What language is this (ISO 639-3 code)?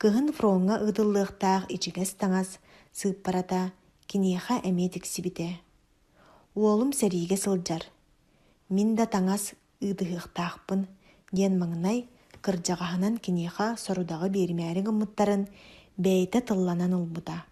sah